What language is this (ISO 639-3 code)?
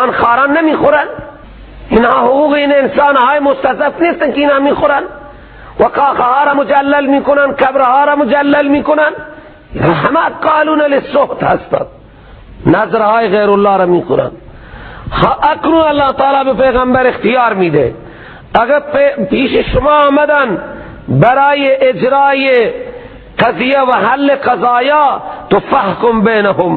fas